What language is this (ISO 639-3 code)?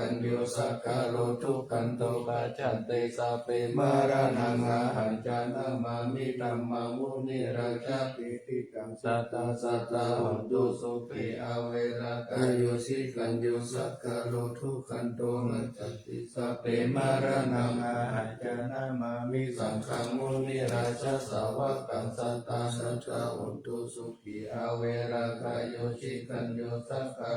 pli